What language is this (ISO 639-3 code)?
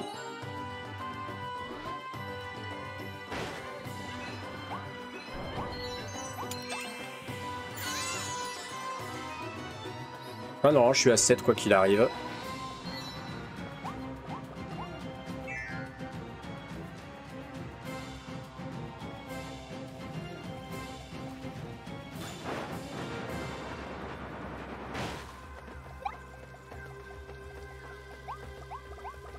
fra